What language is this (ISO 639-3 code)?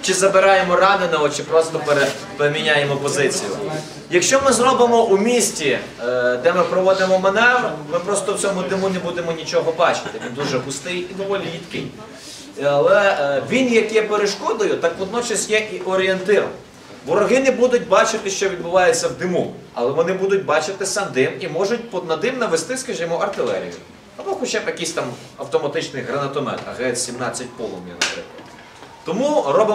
ukr